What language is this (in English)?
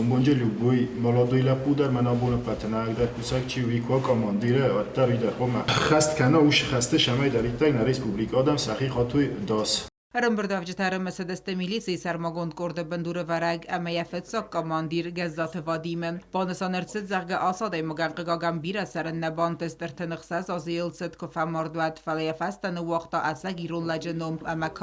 Ossetic